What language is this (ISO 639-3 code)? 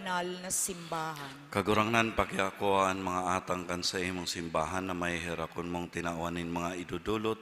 bik